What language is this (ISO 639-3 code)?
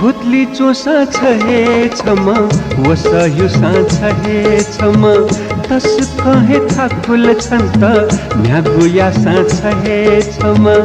new